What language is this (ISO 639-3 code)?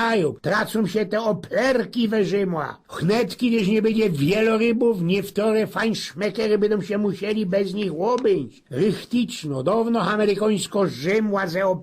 szl